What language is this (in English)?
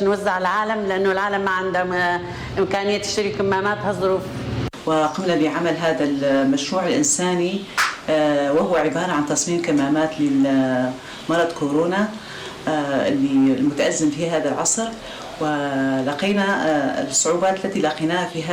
North Levantine Arabic